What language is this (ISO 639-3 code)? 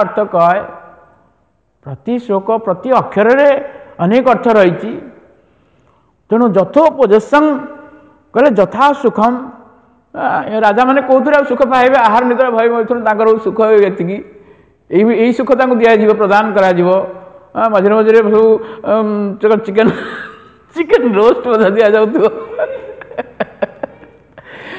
ori